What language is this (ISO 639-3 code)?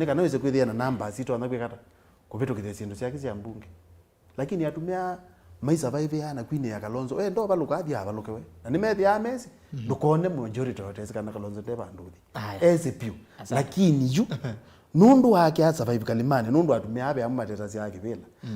kam